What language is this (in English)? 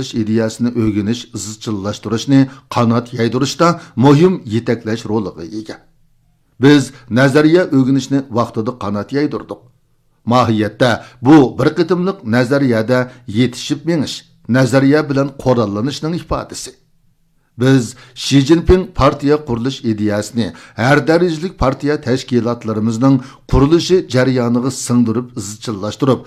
Uyghur